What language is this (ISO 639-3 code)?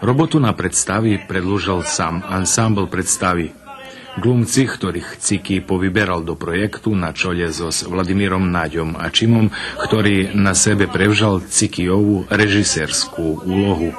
rue